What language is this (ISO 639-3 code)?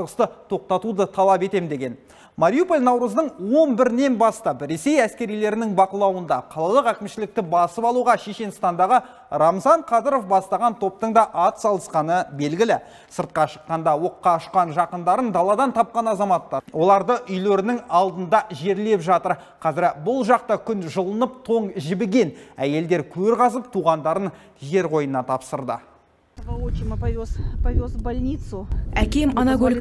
kaz